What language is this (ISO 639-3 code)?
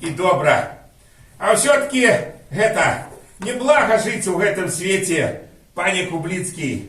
bel